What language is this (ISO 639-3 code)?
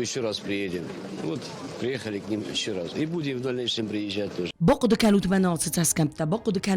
oss